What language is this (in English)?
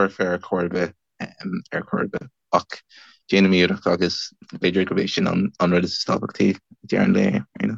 Irish